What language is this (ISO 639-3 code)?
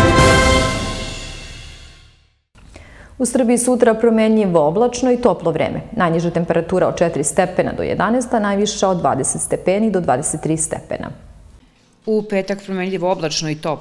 srp